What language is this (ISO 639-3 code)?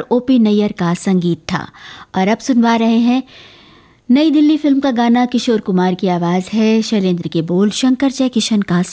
hin